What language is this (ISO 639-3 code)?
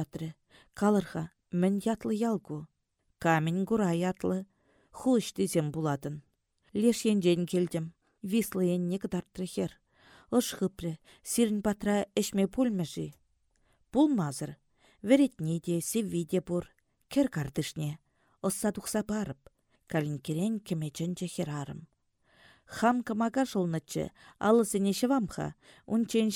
chv